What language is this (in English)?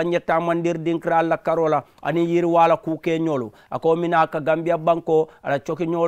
Mandingo